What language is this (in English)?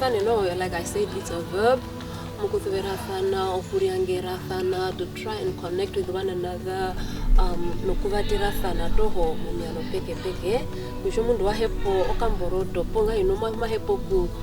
Herero